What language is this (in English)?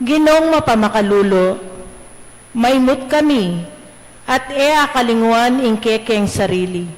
Pampanga